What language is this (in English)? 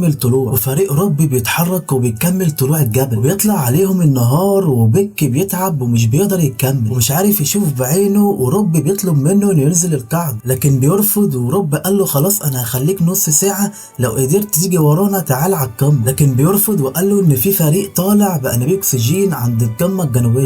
Egyptian Arabic